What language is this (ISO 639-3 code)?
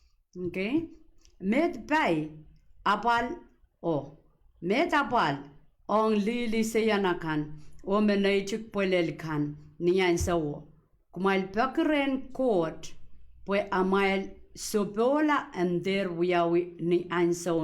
pon